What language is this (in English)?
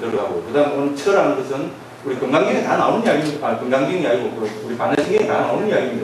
Korean